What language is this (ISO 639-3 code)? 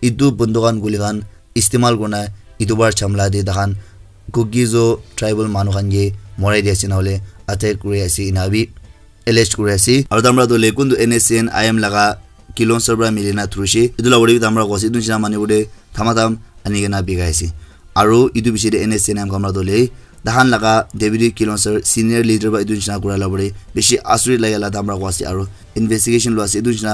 nag